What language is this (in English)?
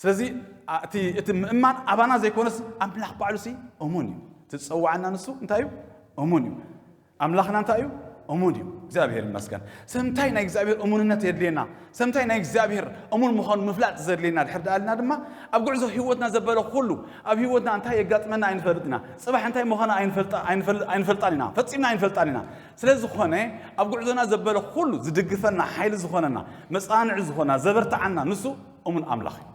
Tigrinya